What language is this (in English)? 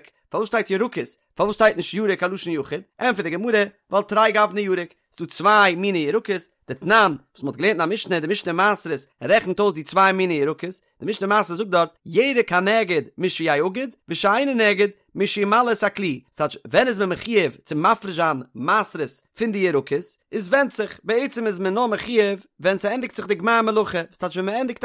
Yiddish